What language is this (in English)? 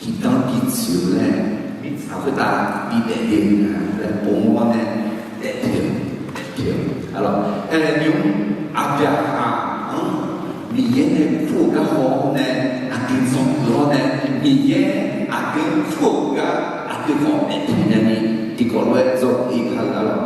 Akha